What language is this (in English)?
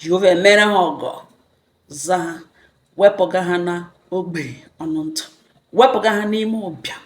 Igbo